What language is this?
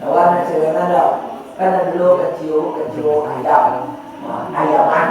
Minangkabau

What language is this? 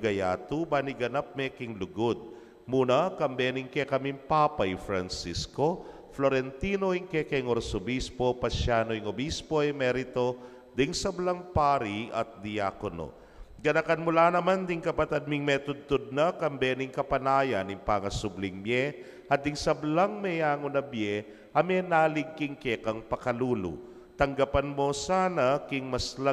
Pampanga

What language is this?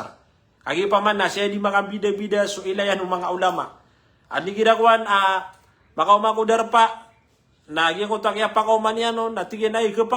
Maranao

